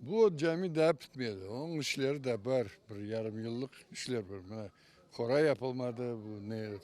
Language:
Crimean Tatar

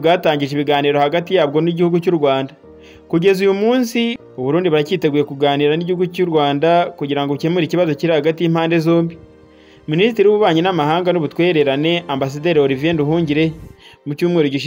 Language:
Kinyarwanda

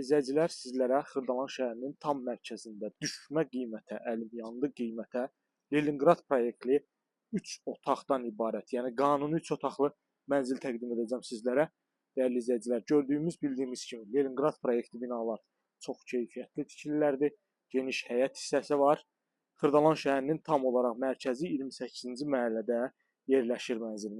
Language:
Azerbaijani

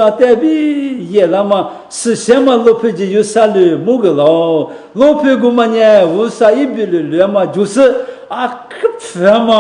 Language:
Lisu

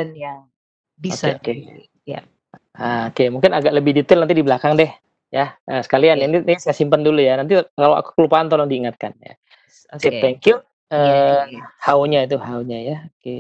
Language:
Indonesian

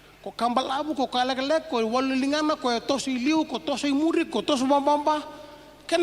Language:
Fijian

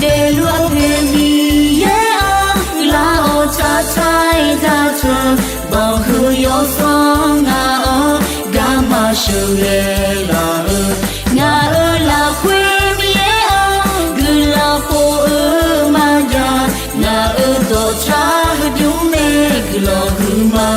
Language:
Akha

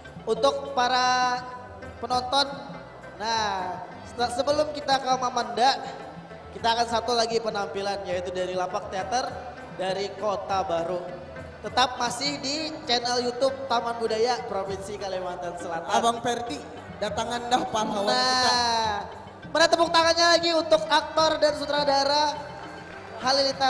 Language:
Banjar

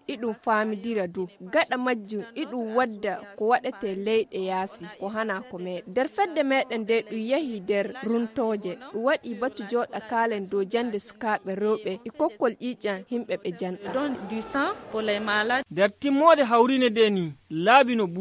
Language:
Nigerian Fulfulde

